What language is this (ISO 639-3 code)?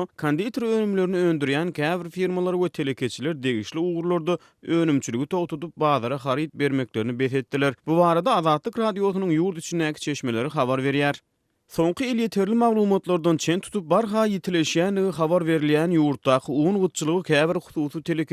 tuk